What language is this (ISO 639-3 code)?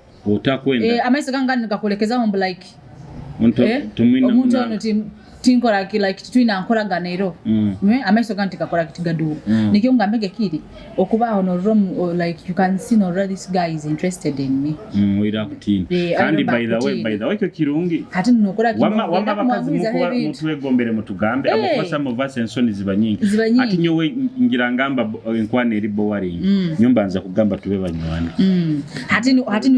nyo